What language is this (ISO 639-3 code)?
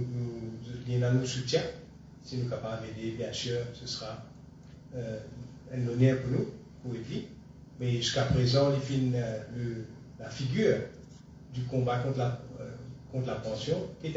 mfe